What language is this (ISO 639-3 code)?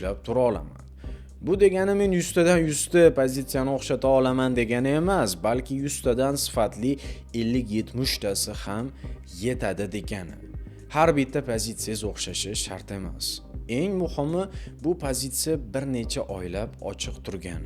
uzb